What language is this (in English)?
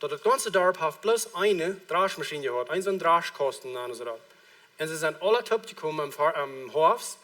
Plautdietsch